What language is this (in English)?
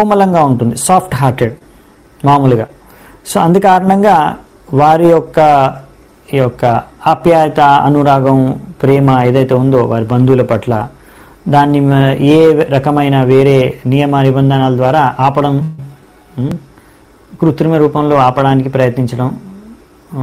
Telugu